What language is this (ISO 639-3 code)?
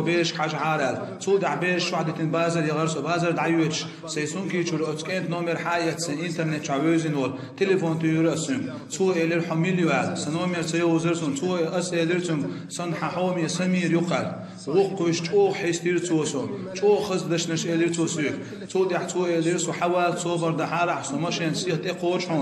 che